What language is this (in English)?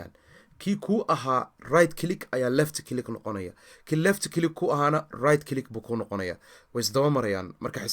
Somali